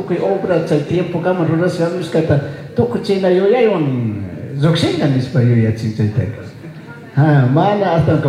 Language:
Chimborazo Highland Quichua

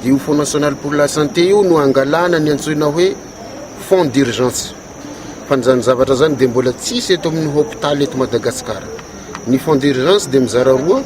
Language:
Malagasy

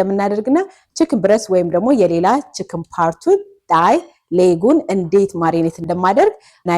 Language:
Amharic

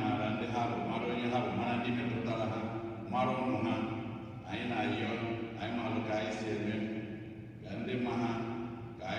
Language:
Igbo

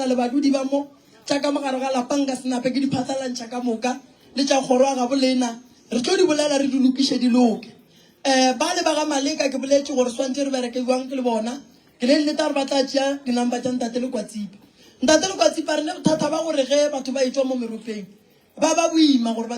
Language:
Northern Sotho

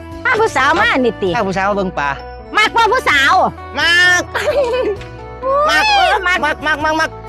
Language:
Lao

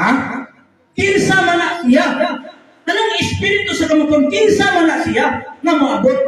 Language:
Cebuano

